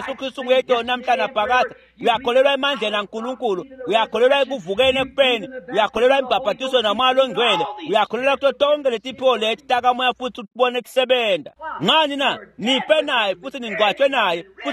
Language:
Swati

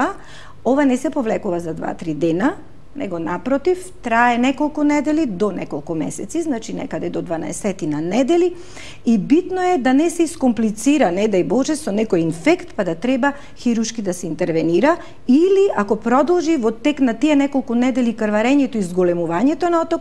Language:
Macedonian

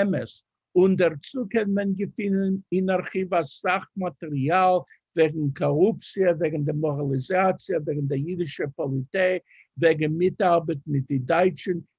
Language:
Yiddish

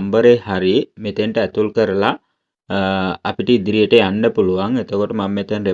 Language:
Sinhala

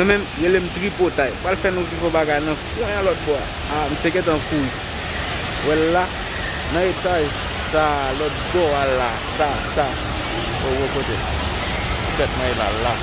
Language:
Haitian Creole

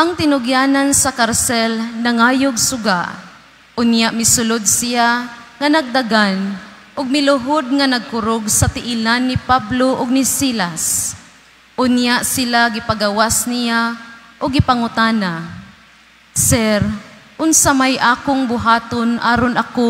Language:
Cebuano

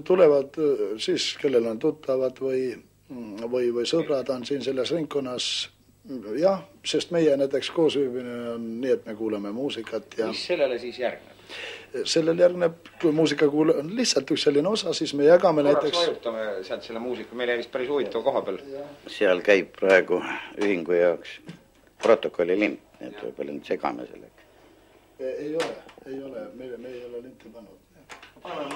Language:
Estonian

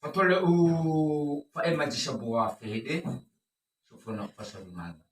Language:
Nias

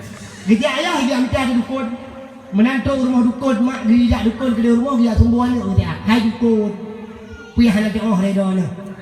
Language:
Achinese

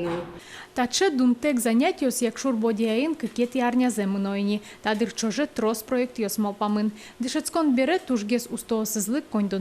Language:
Udmurt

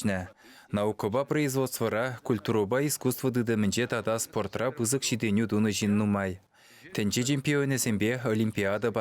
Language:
Chuvash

